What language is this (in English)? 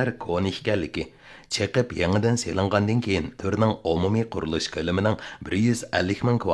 Uyghur